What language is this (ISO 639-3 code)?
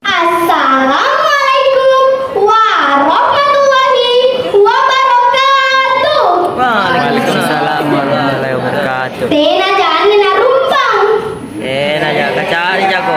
mak